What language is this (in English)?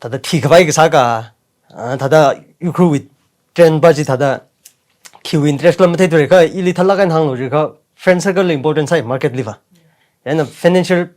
Tangkhul Naga (India)